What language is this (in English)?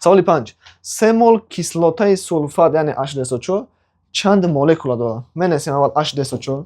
Tajik